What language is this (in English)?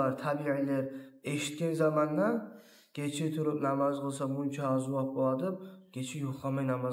Kumyk